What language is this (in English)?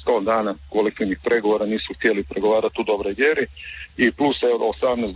Croatian